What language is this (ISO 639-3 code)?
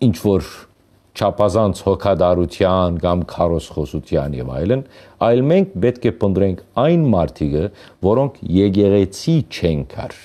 hyw